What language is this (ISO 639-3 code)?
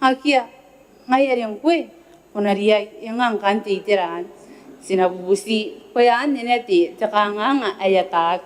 gil